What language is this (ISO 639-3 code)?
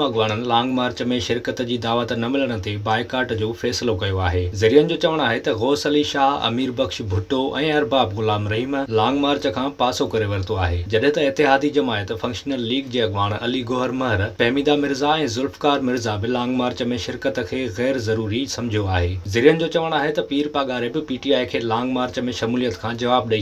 snd